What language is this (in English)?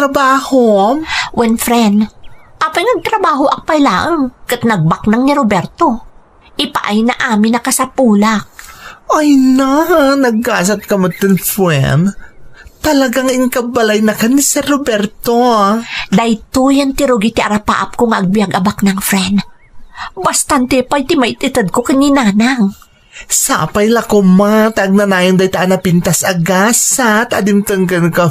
Iloko